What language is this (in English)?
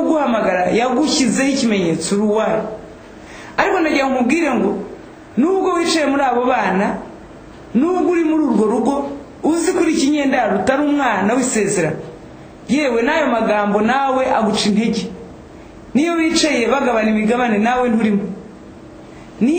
Kinyarwanda